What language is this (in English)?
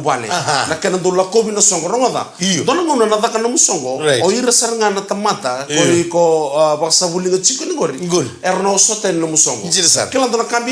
Fijian